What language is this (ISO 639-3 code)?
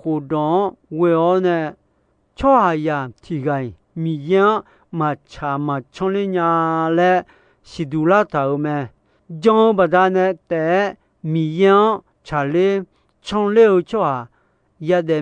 ahk